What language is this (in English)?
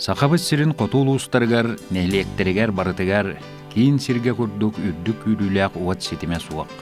Yakut